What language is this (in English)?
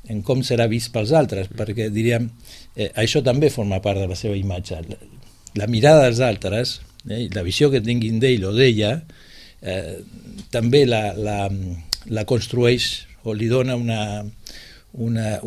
Catalan